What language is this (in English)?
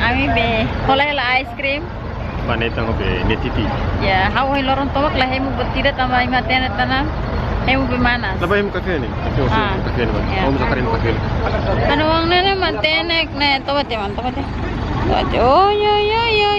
Tetum